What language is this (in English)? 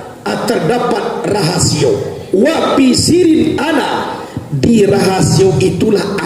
Minangkabau